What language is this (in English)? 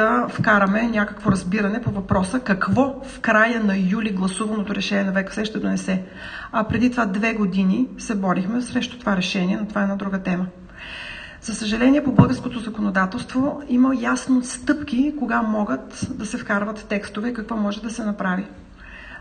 Bulgarian